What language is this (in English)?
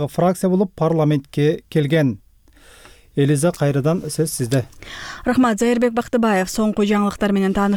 Kyrgyz